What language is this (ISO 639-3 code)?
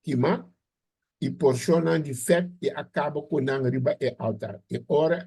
pap